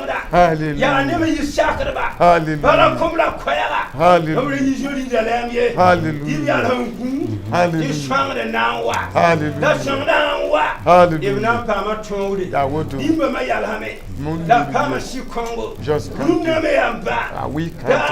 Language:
Mossi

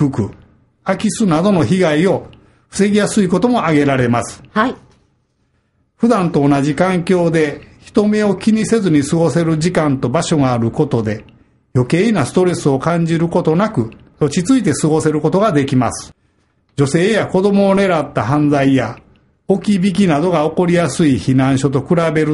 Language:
Japanese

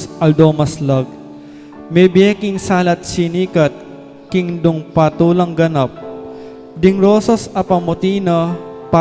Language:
Pampanga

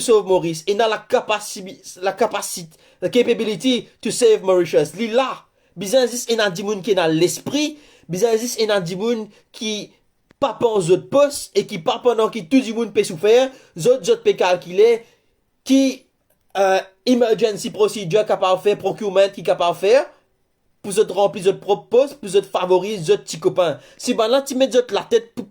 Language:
Morisyen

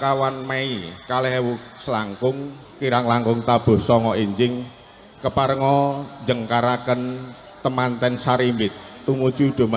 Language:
Javanese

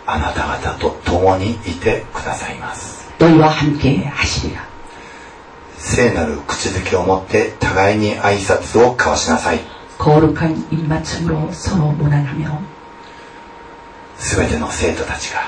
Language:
Korean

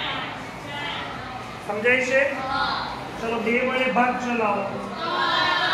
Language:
Gujarati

